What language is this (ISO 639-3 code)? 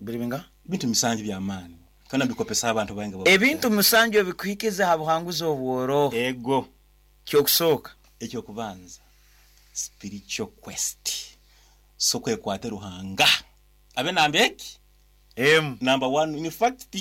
nyn